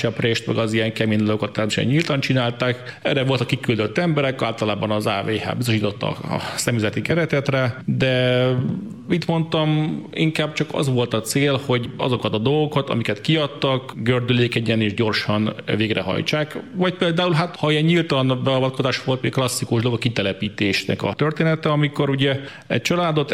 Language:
Hungarian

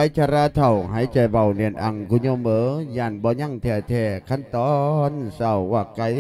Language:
Lao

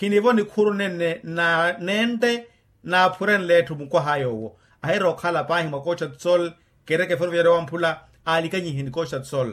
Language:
Makhuwa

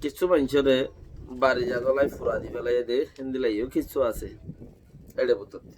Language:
Rohingya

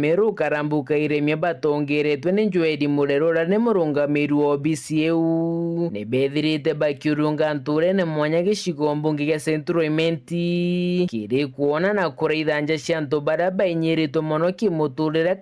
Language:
Meru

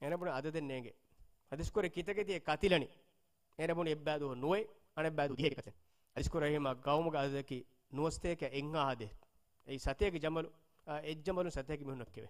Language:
Divehi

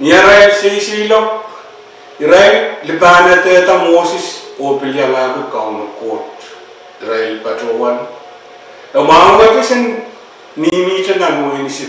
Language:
Pohnpeian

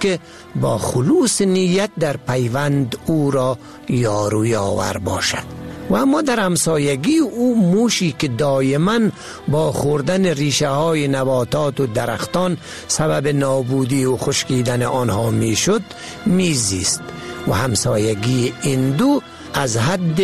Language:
Persian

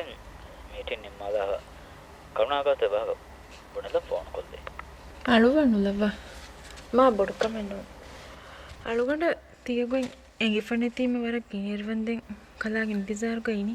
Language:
Divehi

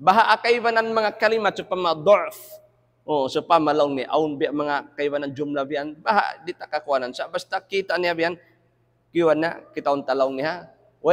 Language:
Tausug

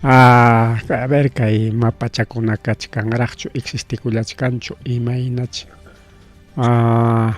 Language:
Ayacucho Quechua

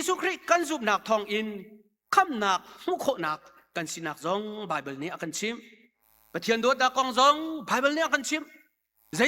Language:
Hakha Chin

